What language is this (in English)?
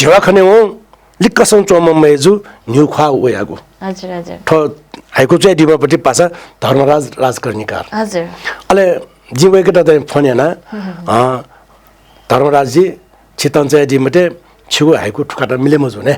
Newari